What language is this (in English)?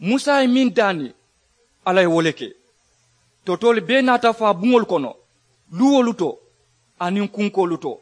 Mandingo